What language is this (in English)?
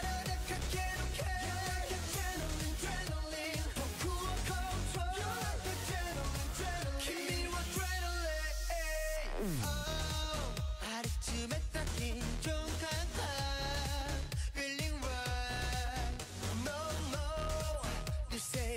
Japanese